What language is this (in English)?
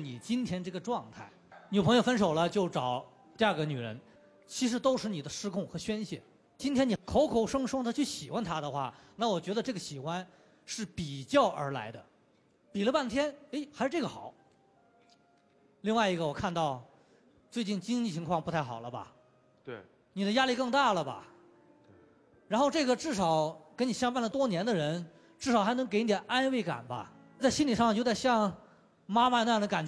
Chinese